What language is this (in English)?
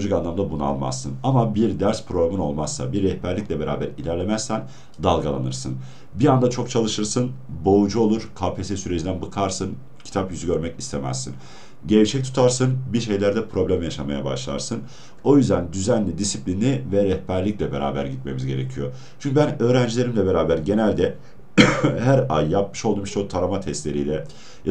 Turkish